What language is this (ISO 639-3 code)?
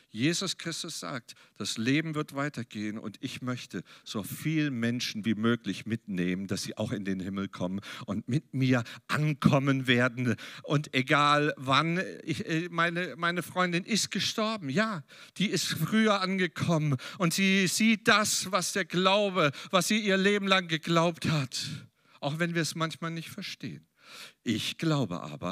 deu